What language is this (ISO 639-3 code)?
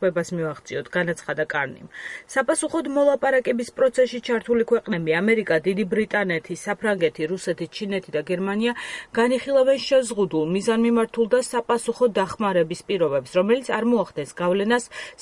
kat